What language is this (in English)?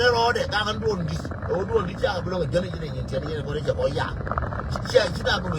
Nuer